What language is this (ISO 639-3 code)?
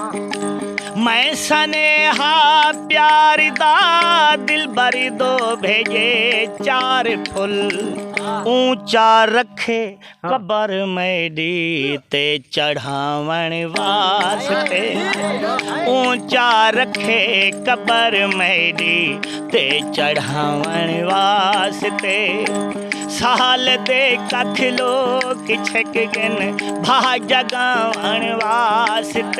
skr